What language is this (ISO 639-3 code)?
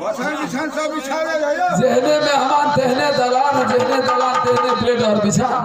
mai